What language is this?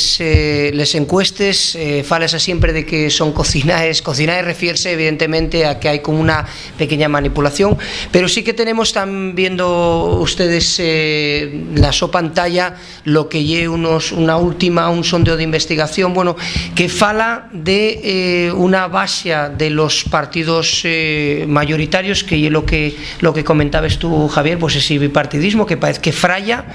Asturian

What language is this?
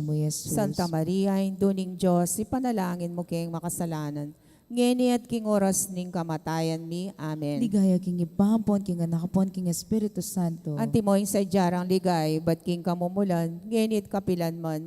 Pampanga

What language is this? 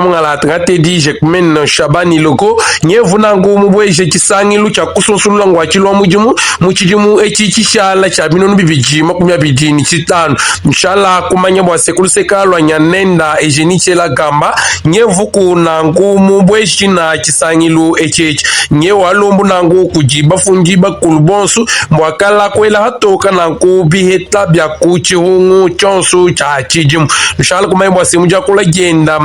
Luba-Lulua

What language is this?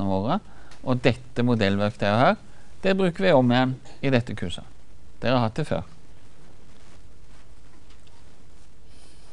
Norwegian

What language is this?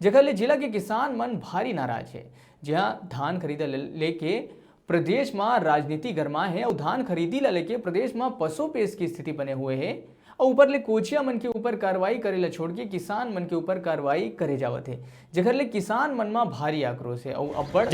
Chhattisgarhi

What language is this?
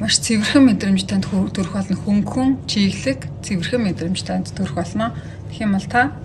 Mongolian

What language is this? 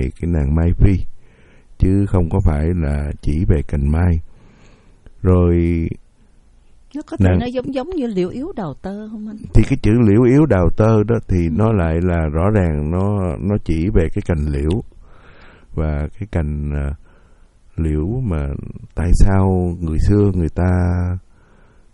Vietnamese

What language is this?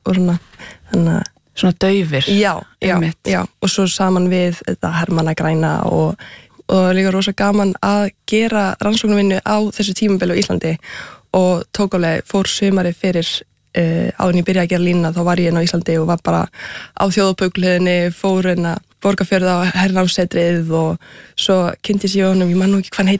Icelandic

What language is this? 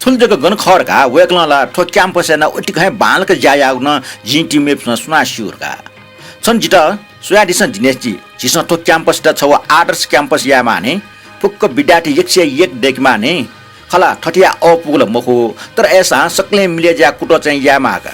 Newari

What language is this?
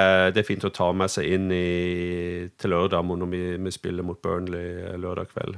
Norwegian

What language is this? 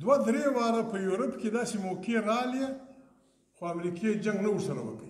Pashto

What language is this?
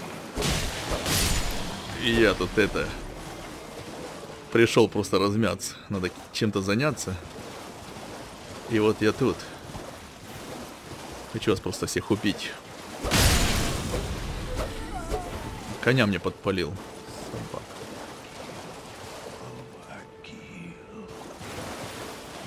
Russian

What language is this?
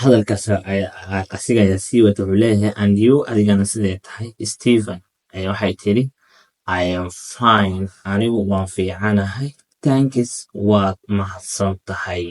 Somali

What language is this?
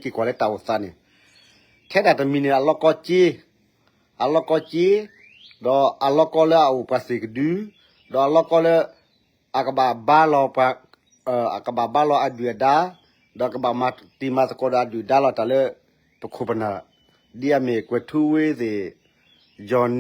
S'gaw Karen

